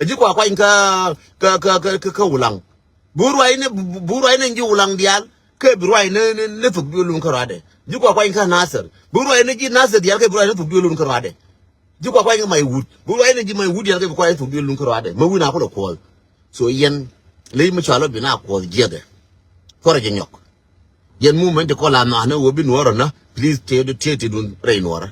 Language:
Nuer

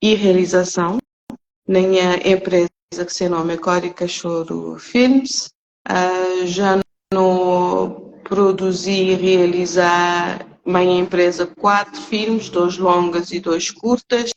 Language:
Kabuverdianu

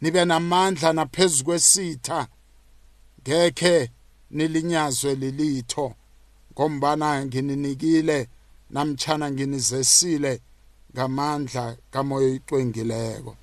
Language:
South Ndebele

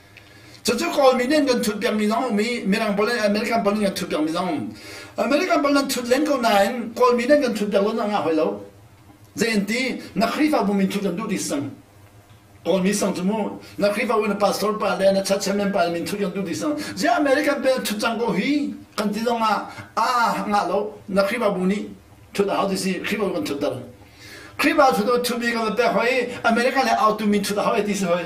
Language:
Hakha Chin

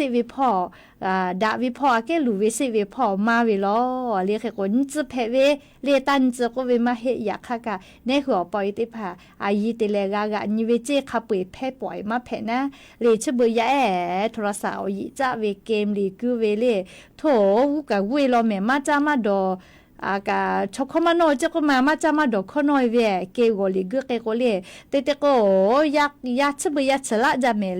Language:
Lahu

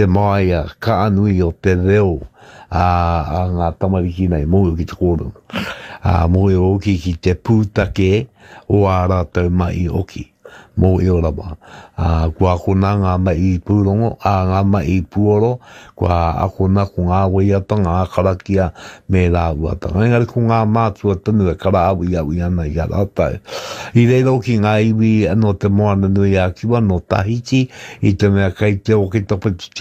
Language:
Māori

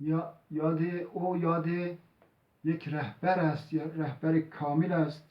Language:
Zaza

